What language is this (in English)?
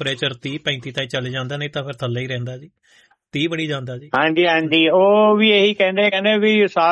Punjabi